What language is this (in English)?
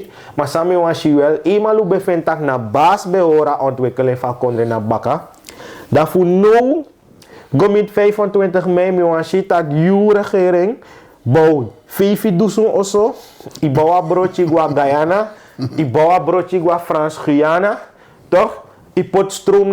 Sranan Tongo